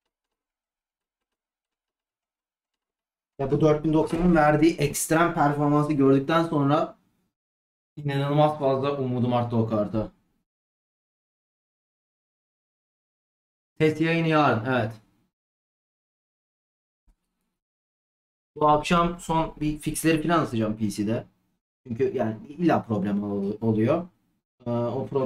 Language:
Turkish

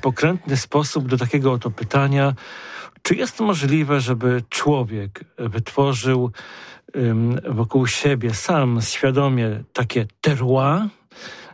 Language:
Polish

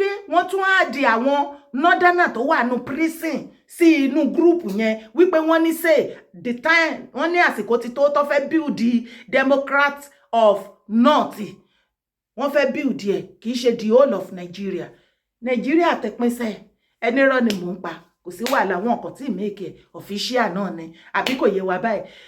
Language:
Yoruba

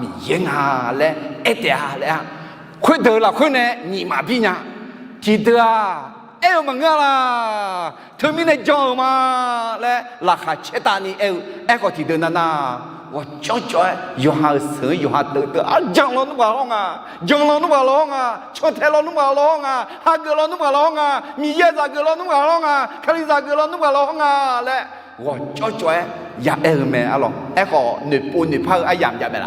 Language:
Akha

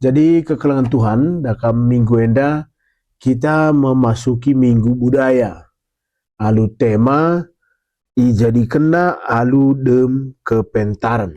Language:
Batak Karo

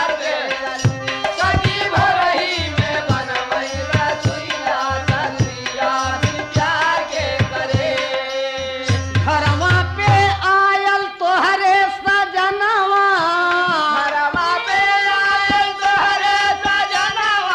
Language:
Bhojpuri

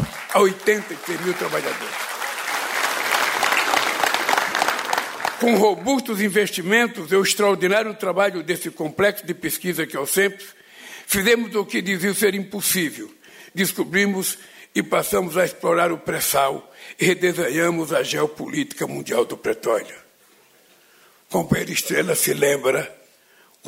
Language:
Portuguese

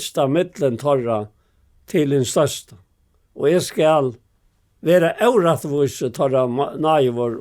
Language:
Faroese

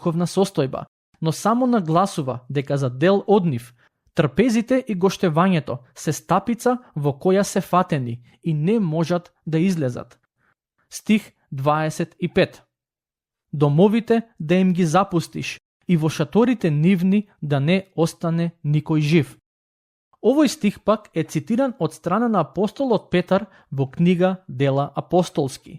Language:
Macedonian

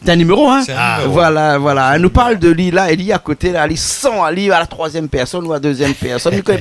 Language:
Réunion Creole French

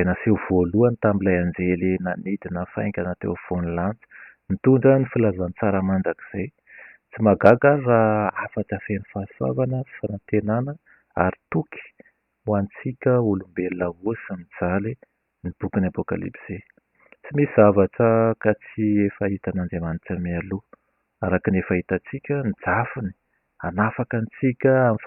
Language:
Malagasy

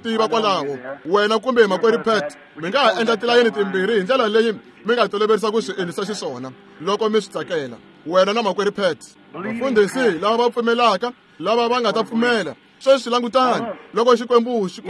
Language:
Tsonga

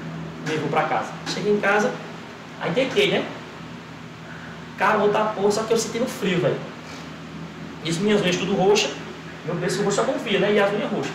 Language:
Portuguese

